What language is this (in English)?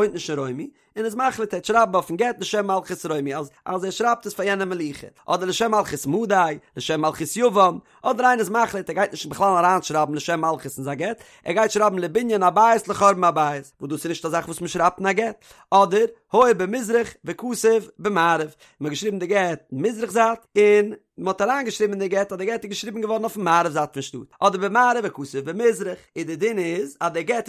Yiddish